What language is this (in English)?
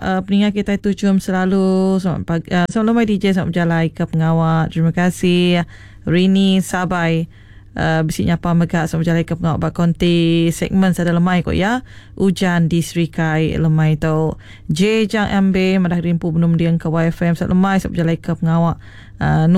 Iban